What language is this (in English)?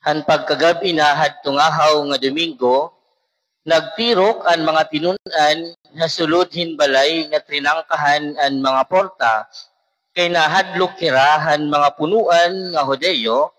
Waray